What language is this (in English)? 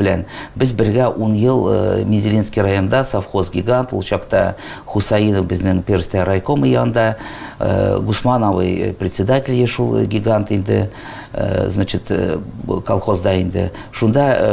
Tatar